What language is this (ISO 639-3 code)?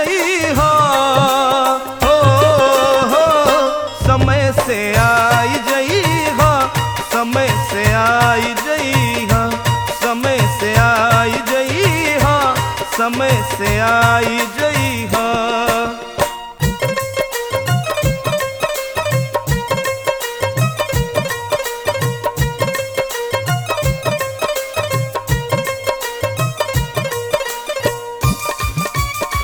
bho